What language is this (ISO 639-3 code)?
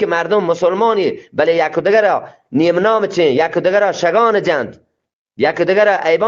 bgp